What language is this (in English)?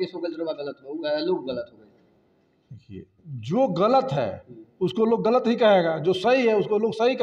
Bhojpuri